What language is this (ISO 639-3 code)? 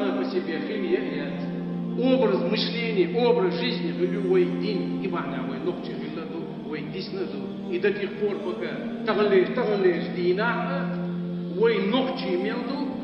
che